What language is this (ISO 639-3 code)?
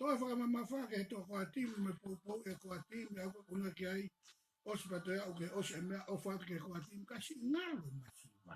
ton